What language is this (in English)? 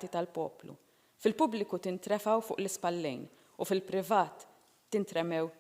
Maltese